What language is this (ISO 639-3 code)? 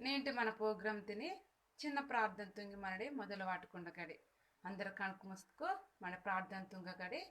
kff